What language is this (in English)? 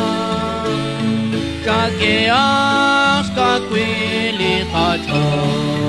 Kekchí